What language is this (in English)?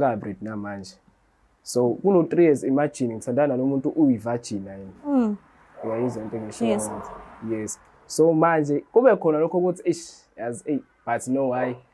Zulu